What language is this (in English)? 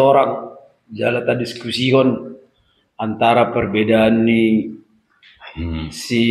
Batak Toba